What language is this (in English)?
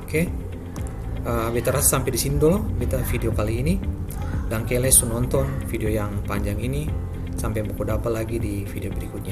Ambonese Malay